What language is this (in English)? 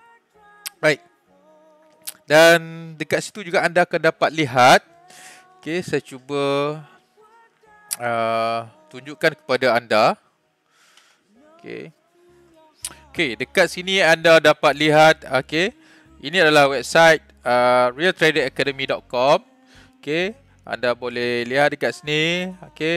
Malay